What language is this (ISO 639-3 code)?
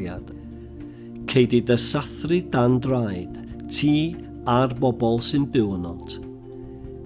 cym